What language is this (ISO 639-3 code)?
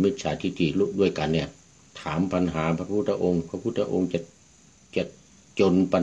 tha